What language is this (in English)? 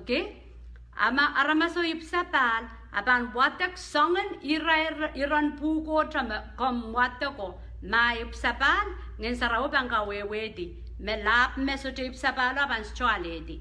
Pohnpeian